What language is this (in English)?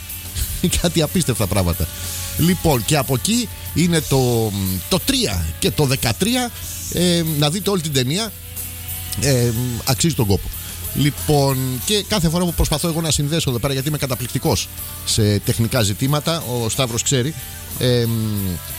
Greek